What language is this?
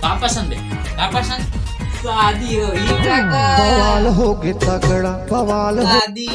Chhattisgarhi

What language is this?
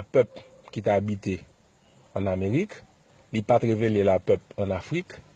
Haitian Creole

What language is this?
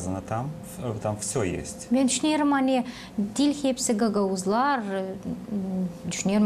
Gagauz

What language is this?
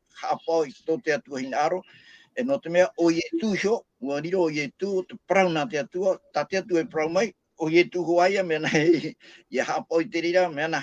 Tahitian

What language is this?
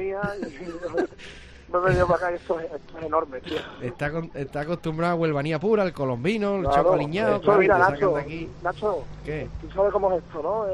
Spanish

